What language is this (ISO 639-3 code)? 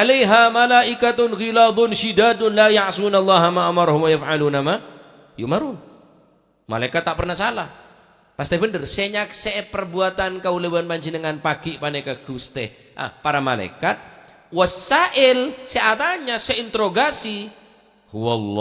mad